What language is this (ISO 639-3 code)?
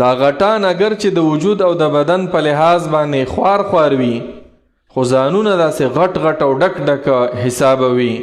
pus